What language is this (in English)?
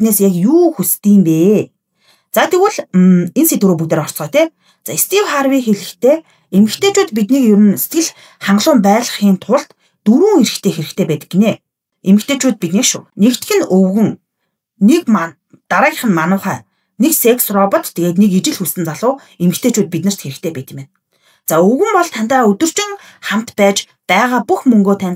Mongolian